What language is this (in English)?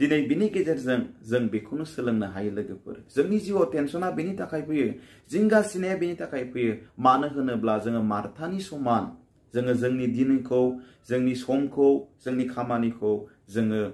Bodo